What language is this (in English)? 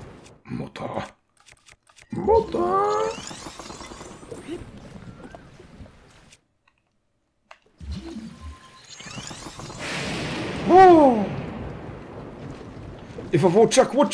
Finnish